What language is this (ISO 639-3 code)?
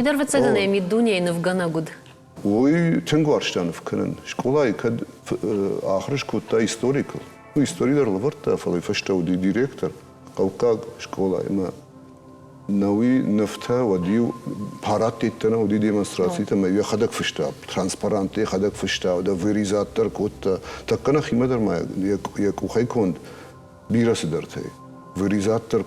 oss